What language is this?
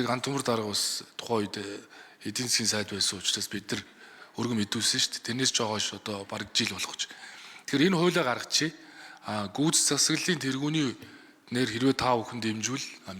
Mongolian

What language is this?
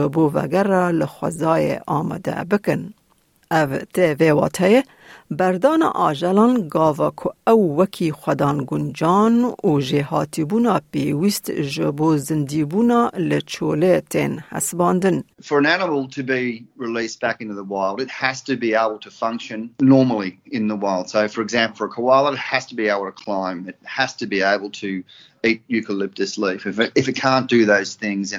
Kurdish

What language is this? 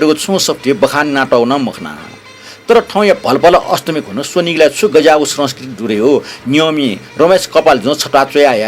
Newari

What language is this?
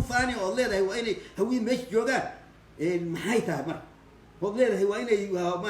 Somali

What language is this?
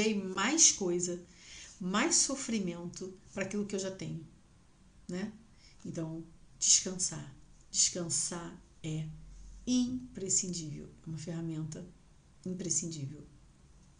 Portuguese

